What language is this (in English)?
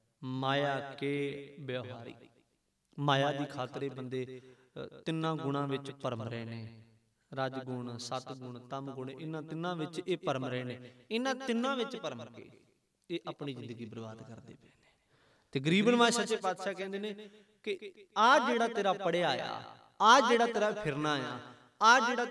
Punjabi